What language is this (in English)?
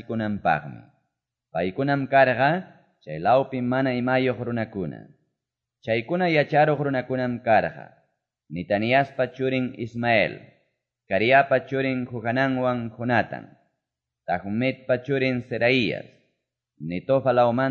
Quechua